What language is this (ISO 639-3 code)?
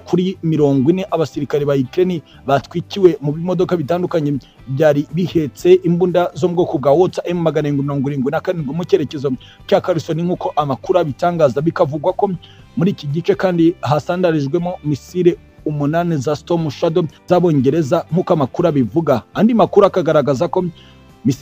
kin